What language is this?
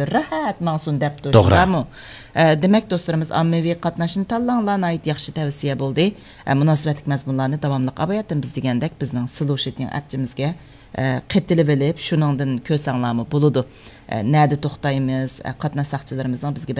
Uyghur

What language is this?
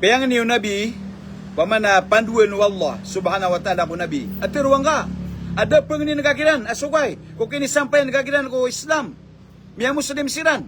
Maranao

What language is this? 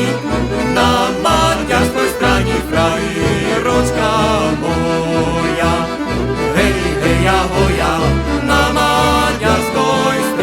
Rusyn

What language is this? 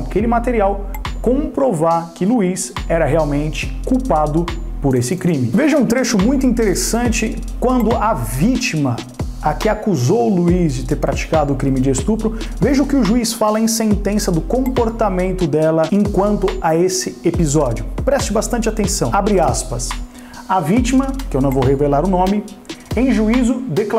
Portuguese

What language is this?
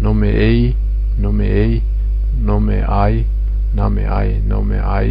Zaza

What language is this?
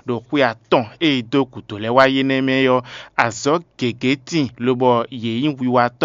Fon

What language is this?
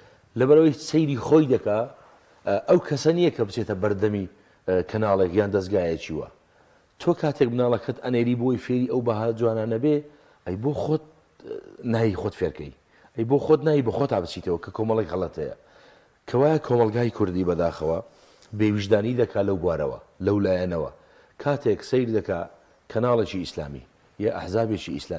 Central Kurdish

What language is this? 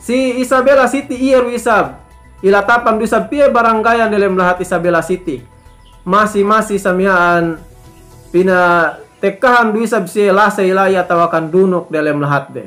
Yakan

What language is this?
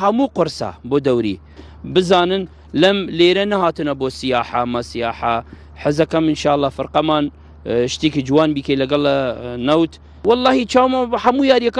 Central Kurdish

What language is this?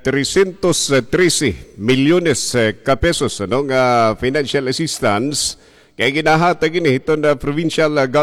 Waray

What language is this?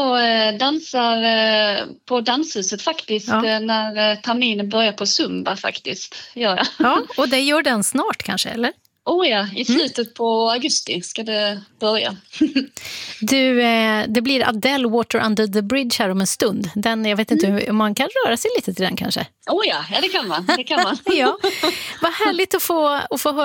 Swedish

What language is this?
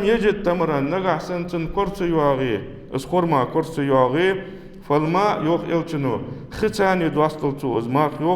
Ingush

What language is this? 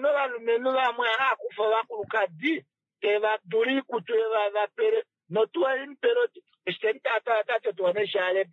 Kuanyama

